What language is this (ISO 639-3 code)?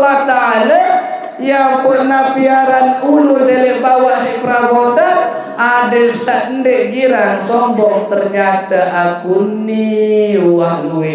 sas